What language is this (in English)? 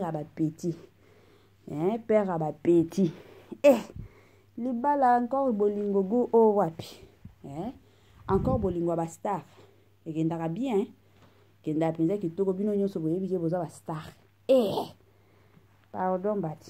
Lingala